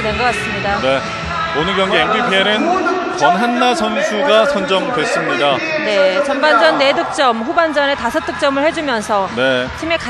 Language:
Korean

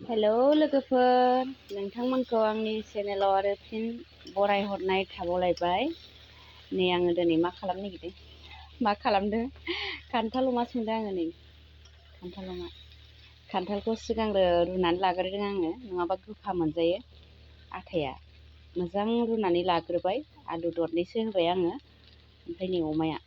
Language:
Bodo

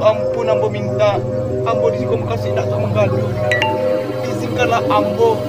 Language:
Minangkabau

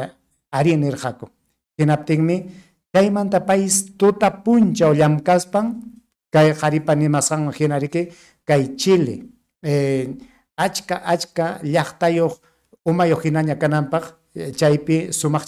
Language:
Ayacucho Quechua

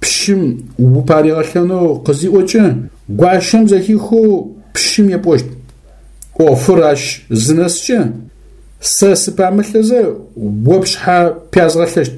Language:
Adyghe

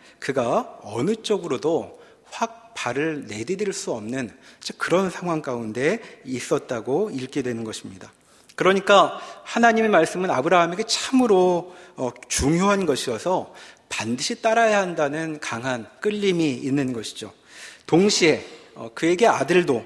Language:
Korean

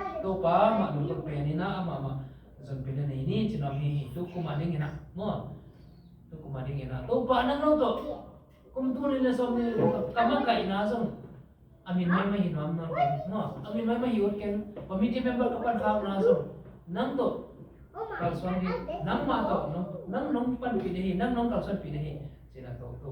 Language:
Tedim Chin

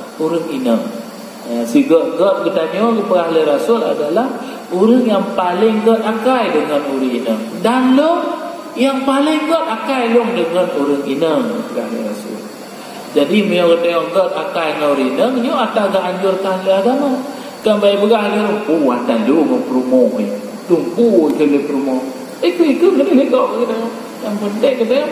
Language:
Achinese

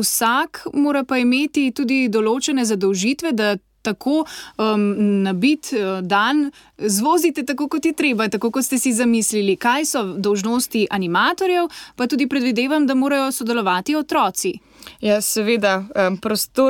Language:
Slovenian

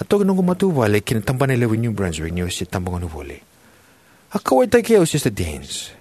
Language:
Fijian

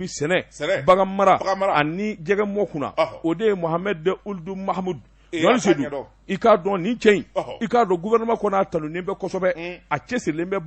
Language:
Bambara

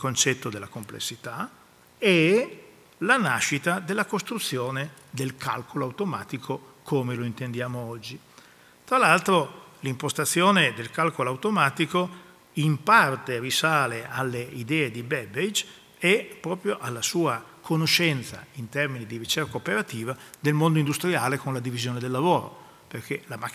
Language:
Italian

